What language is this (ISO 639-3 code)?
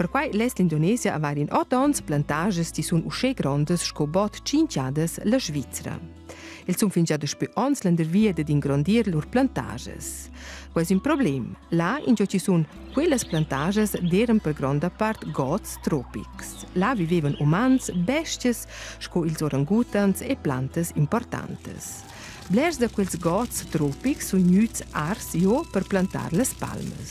roh